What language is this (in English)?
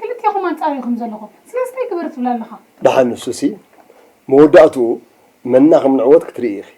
Tigrinya